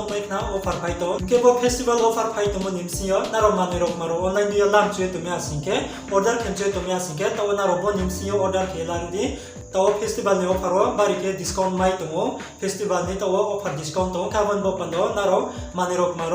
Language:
Riang (India)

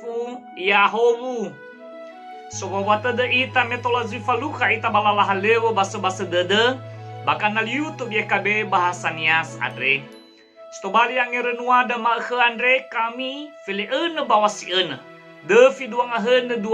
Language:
Nias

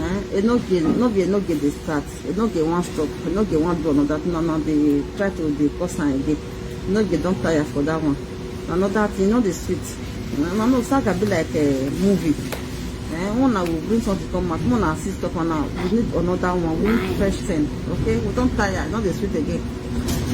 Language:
Nigerian Pidgin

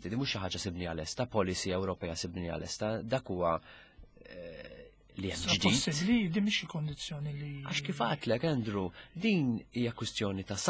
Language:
Maltese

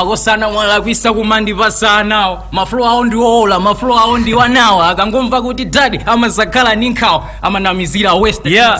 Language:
Nyanja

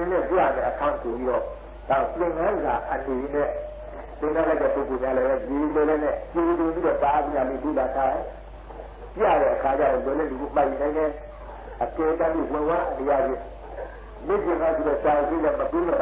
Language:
Burmese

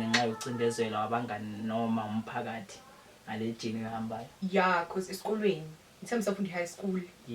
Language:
Zulu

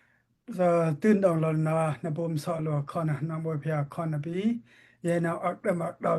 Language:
Daai Chin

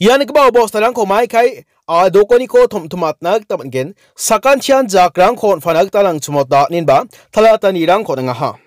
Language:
Garo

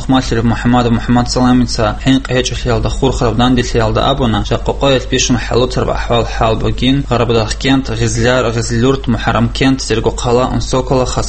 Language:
Avaric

